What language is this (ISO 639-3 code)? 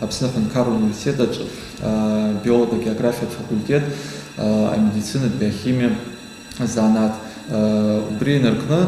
abk